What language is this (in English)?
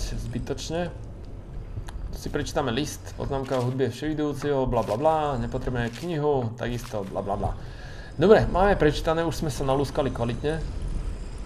Slovak